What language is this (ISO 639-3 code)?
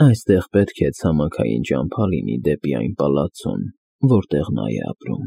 hye